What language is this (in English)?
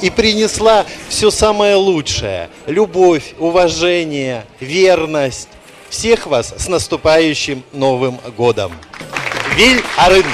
Udmurt